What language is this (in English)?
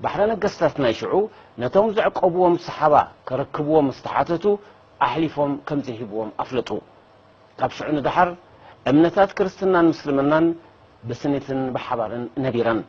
Tigrinya